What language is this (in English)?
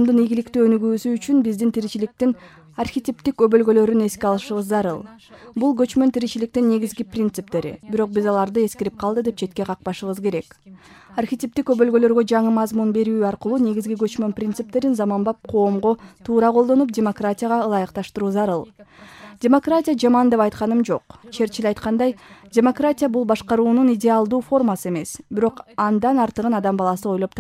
Kyrgyz